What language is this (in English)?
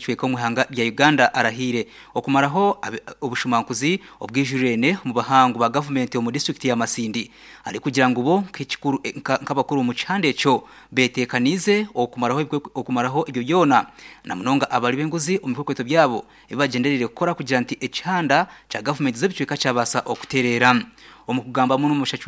Nyankole